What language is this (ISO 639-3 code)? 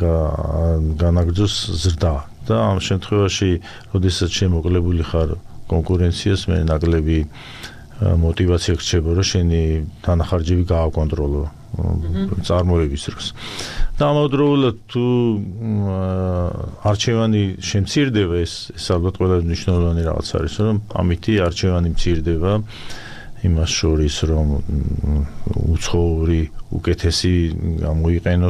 kat